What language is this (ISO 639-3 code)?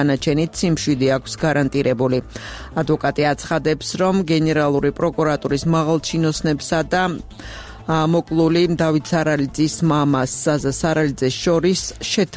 kat